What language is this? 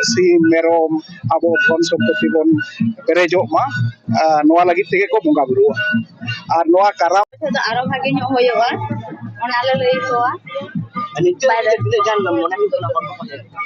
Santali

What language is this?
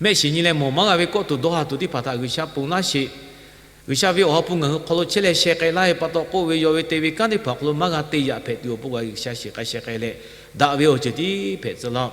Lahu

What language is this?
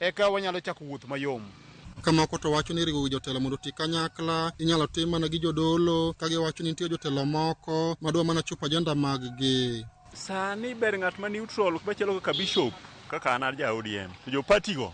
Luo (Kenya and Tanzania)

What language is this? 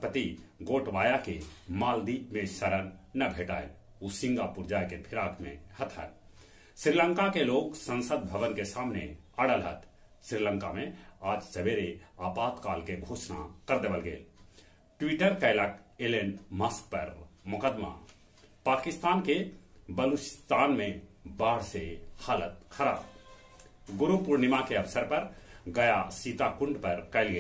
Magahi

